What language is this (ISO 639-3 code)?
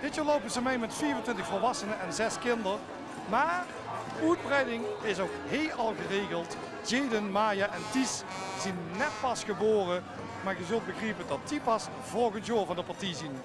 lim